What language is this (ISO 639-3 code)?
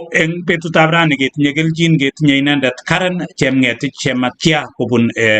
kln